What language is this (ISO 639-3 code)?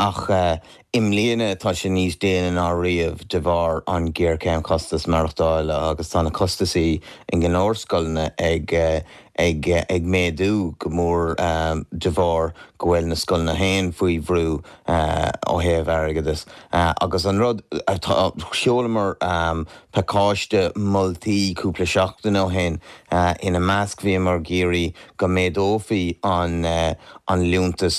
gle